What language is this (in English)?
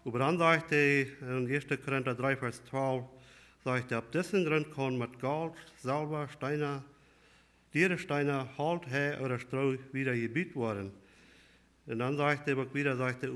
Plautdietsch